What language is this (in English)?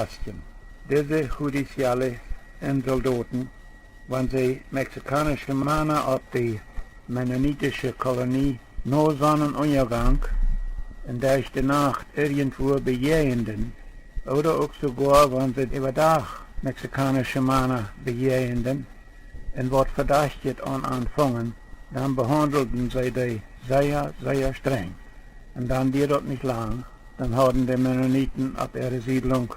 Plautdietsch